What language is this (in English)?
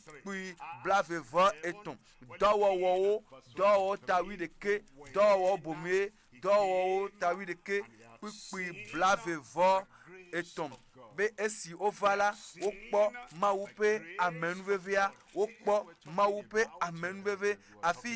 Ewe